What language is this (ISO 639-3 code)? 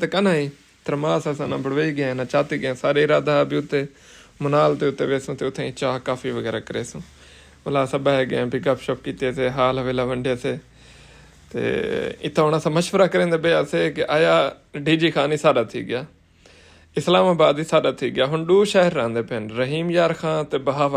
skr